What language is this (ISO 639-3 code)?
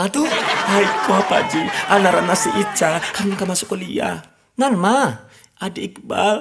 min